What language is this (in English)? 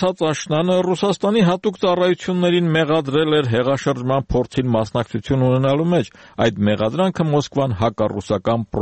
Armenian